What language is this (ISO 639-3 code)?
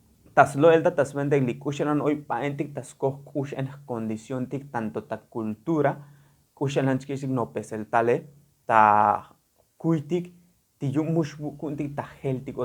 tzo